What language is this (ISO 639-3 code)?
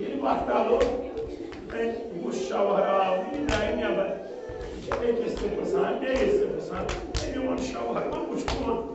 kas